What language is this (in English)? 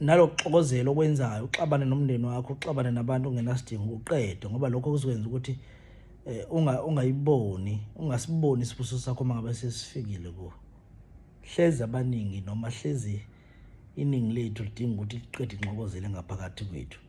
Zulu